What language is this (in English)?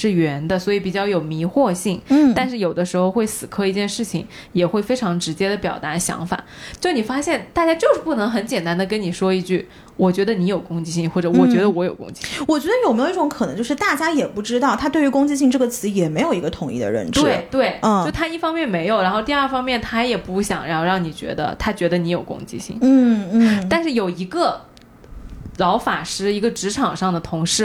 Chinese